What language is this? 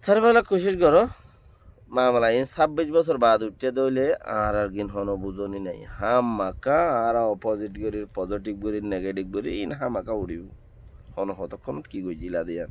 Rohingya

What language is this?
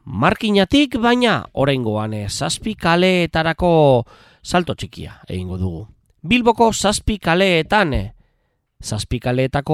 Basque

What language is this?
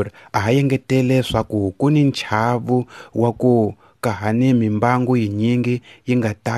Tsonga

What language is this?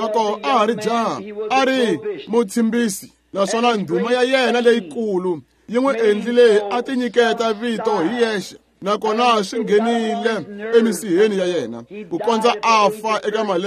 Tsonga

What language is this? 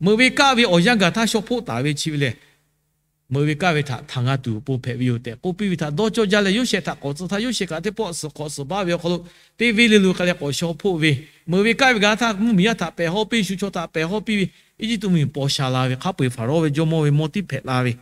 Lahu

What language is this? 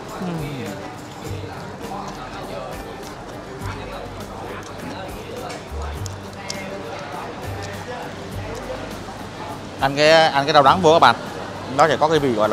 Vietnamese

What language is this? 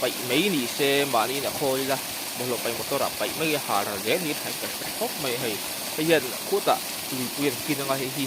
Mizo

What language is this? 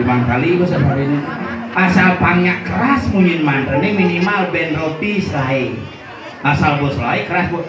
Balinese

